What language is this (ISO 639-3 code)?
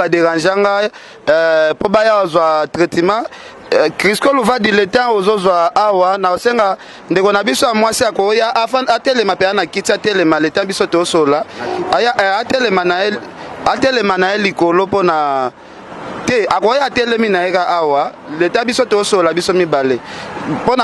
lin